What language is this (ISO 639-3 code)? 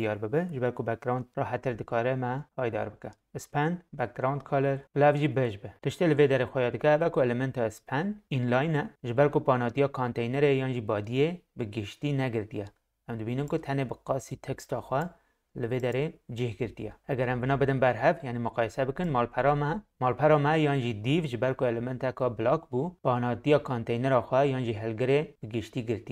kur